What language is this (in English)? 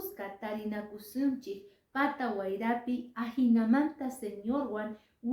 Quechua